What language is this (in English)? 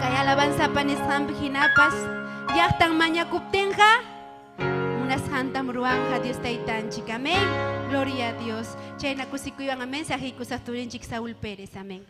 Ayacucho Quechua